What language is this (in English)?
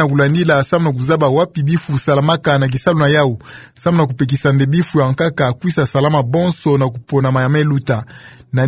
Kituba (Democratic Republic of Congo)